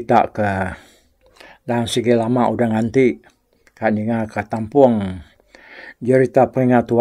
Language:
Iban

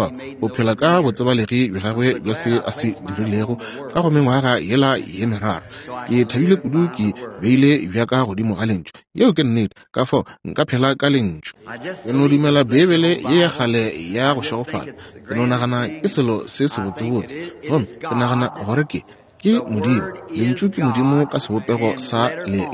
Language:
Northern Sotho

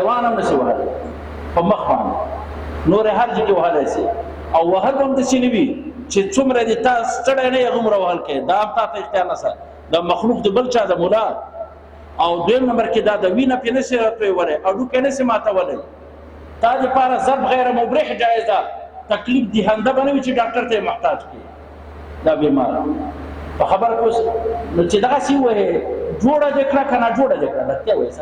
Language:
Pashto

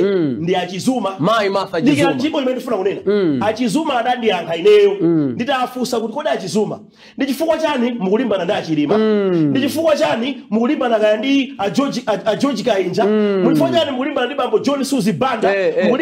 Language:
Nyanja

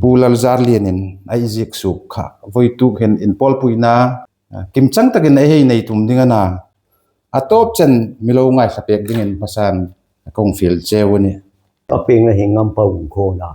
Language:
Hmar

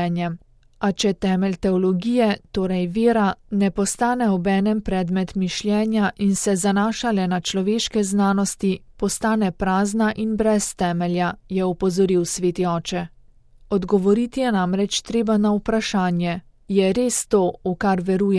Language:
Slovenian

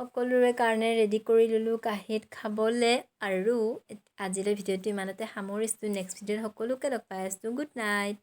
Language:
Assamese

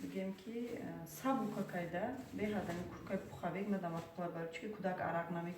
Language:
Tajik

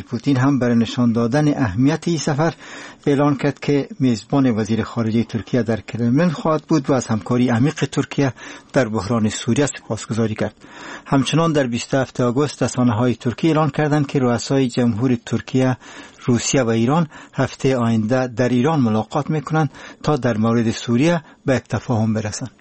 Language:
Persian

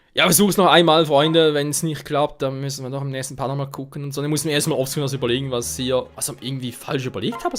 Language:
Swiss German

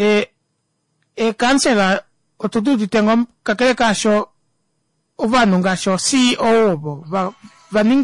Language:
Kuanyama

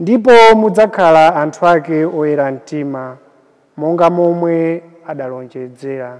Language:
Nyanja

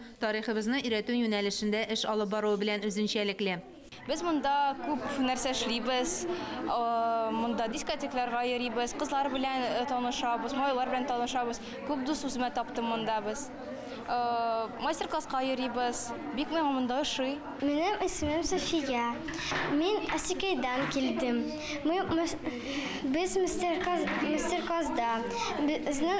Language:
Tatar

